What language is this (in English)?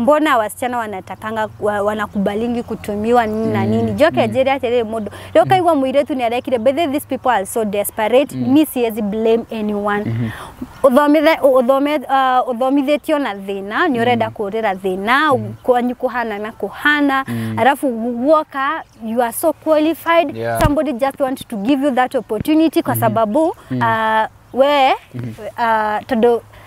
Kikuyu